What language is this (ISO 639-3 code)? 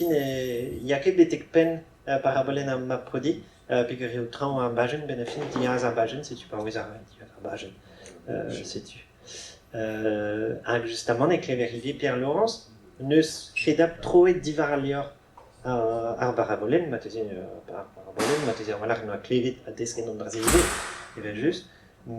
bre